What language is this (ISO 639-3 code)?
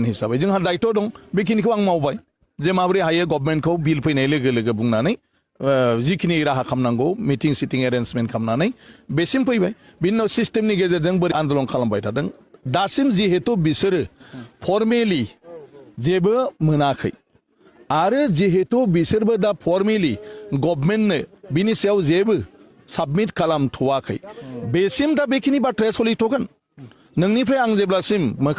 brx